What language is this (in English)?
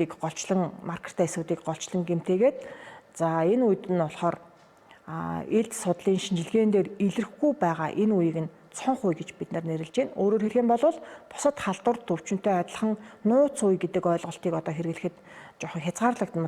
Mongolian